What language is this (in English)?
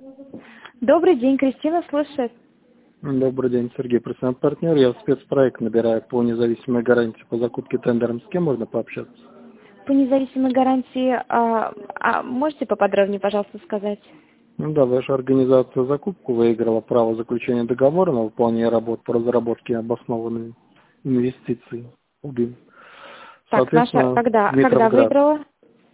Russian